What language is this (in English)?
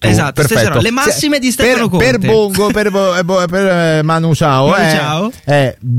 Italian